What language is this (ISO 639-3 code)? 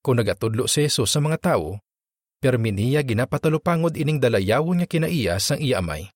hil